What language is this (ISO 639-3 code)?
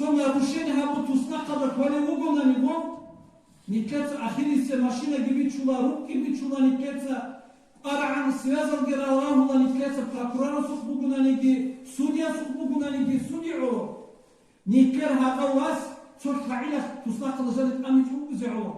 ava